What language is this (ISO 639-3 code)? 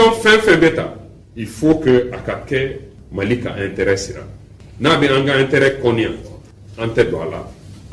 bam